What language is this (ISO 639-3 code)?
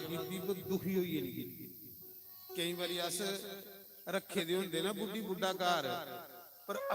doi